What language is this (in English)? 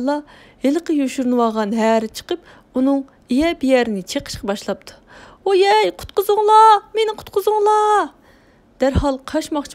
Uyghur